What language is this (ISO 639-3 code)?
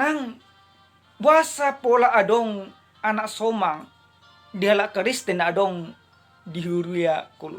bbc